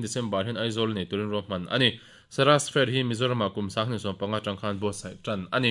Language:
Mizo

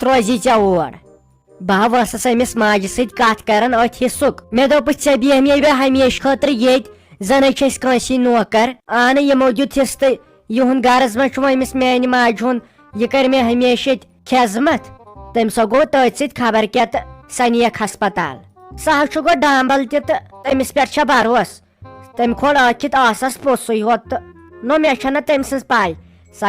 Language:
Kashmiri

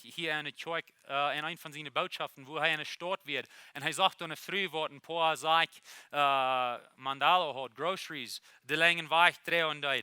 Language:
Plautdietsch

